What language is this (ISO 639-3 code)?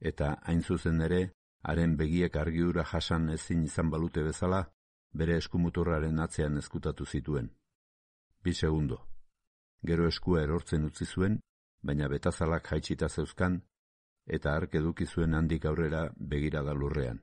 eus